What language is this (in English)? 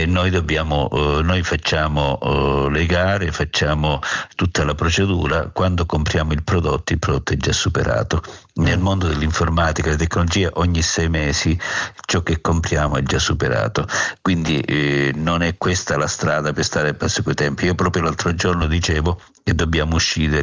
Italian